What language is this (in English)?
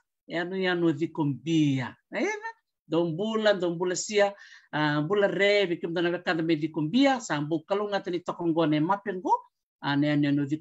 Fijian